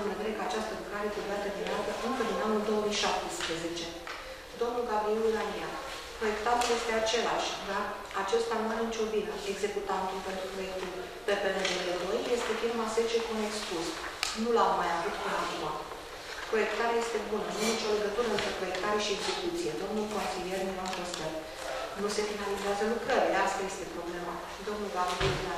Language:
Romanian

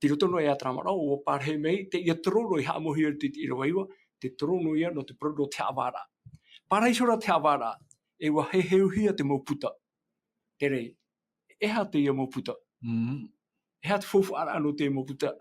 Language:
Tahitian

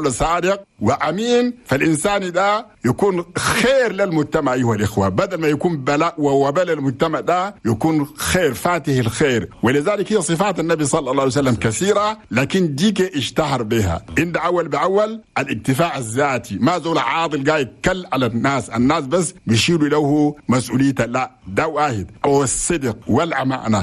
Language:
Chadian Arabic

